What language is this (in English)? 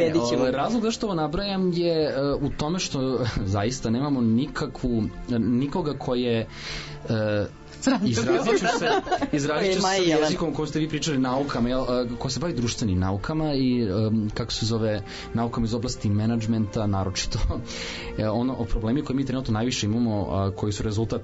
Serbian